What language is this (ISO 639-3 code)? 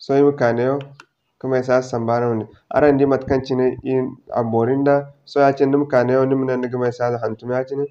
dje